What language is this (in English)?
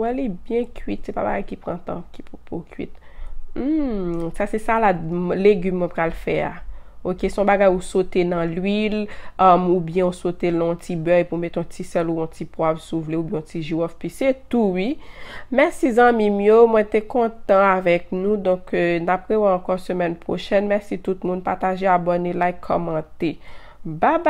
Haitian Creole